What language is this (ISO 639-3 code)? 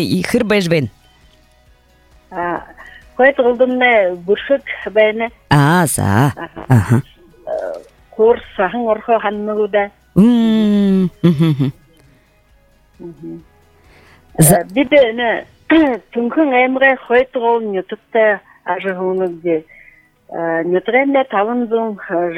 bua